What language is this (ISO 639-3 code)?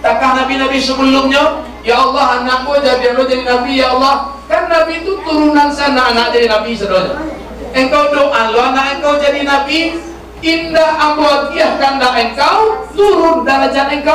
min